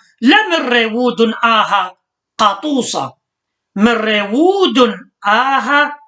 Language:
Assyrian Neo-Aramaic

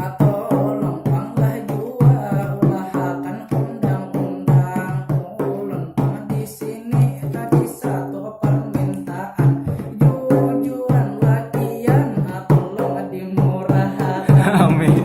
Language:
Banjar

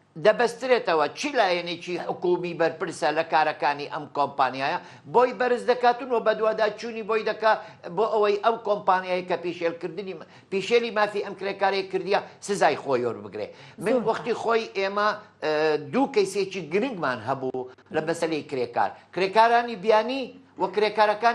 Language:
Central Kurdish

